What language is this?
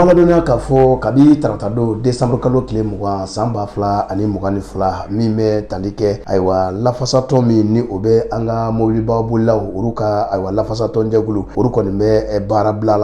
Bambara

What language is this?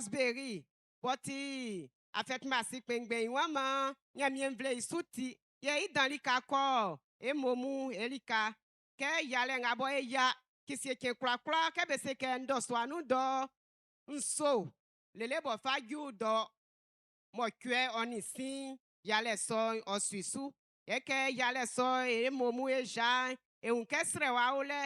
Baoulé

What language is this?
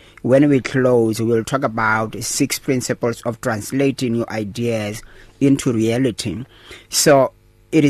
English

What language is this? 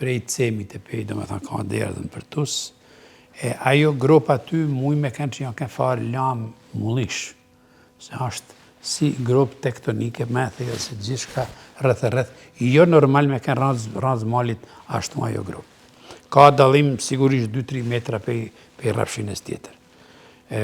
Albanian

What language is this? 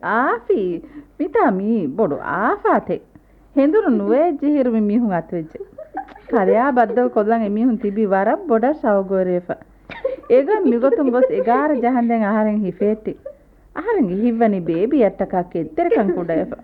Divehi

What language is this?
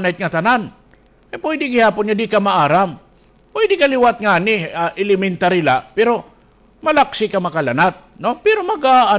Waray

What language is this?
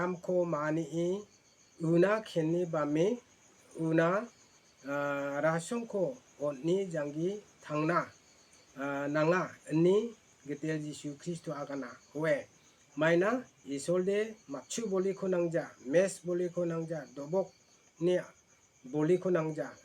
Garo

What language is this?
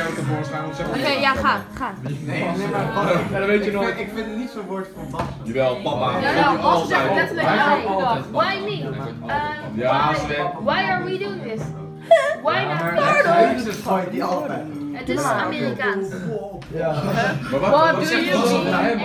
Dutch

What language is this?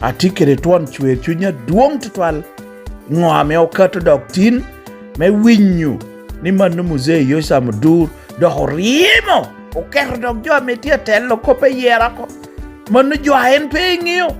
Lango (Uganda)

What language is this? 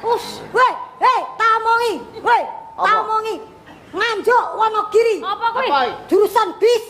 Javanese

